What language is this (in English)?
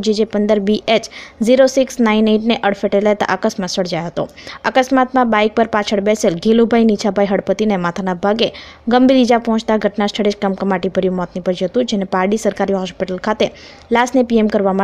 Gujarati